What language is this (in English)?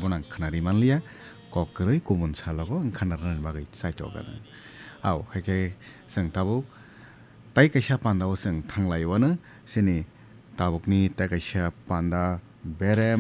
Kok Borok